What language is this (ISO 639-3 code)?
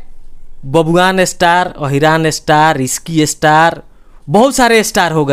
bho